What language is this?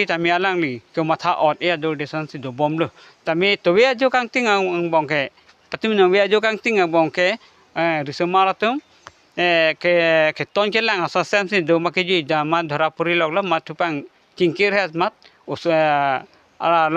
Karbi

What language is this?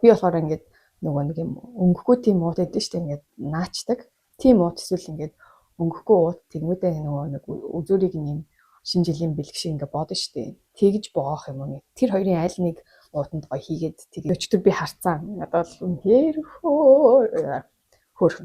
Mongolian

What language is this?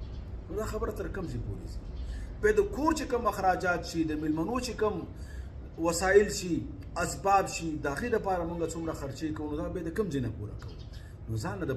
Pashto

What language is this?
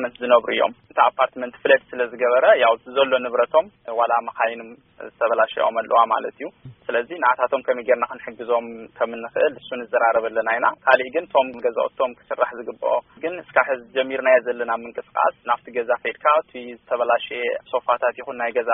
Tigrinya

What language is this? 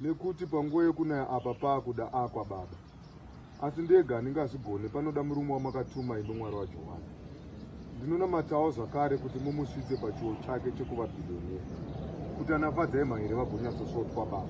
Shona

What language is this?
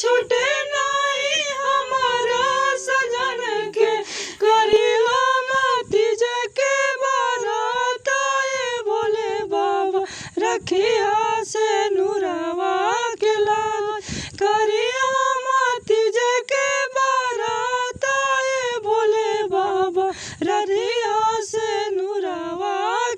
Magahi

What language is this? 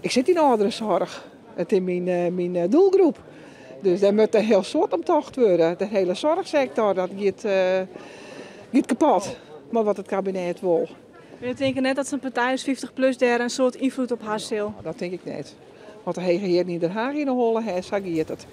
Western Frisian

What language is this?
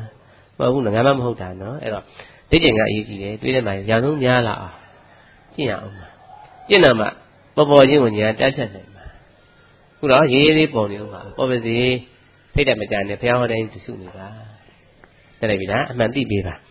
Burmese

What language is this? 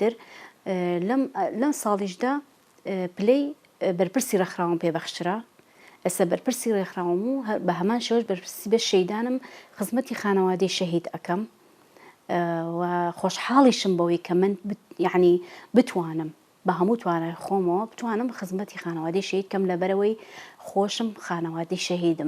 Central Kurdish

